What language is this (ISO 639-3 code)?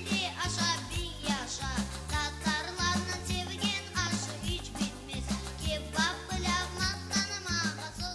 crh